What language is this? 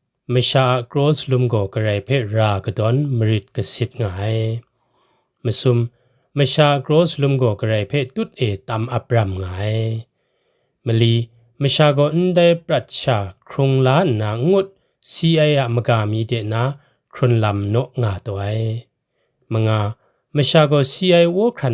Kachin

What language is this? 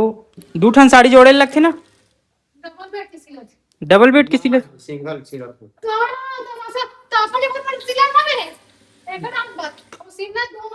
Chhattisgarhi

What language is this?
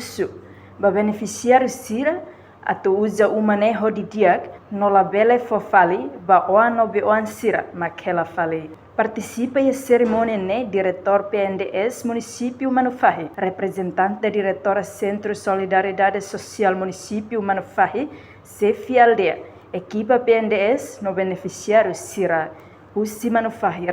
Tetum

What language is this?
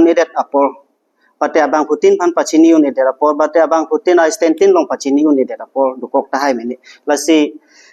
Karbi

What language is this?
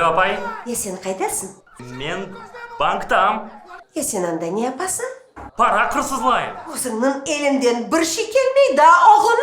Crimean Tatar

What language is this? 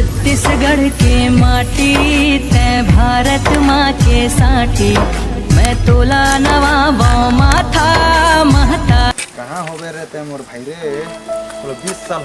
Chhattisgarhi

